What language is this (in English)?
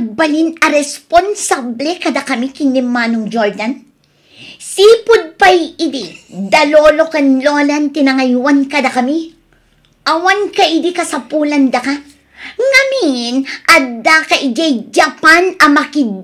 Iloko